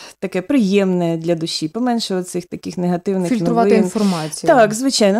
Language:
Ukrainian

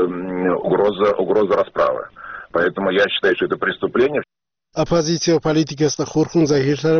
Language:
Avaric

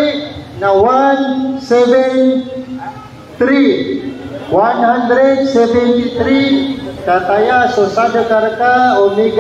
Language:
Maranao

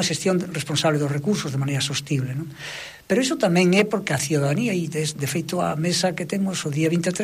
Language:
Galician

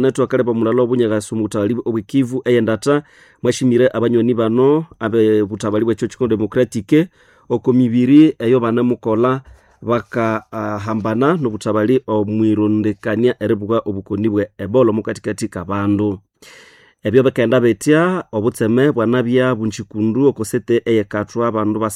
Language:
Nande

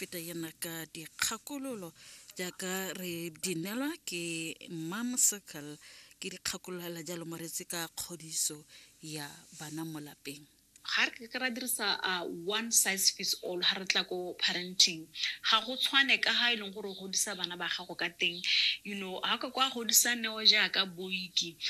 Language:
Tswana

